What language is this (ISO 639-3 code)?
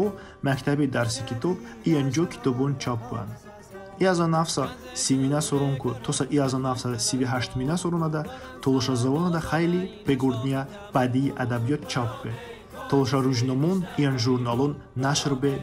tly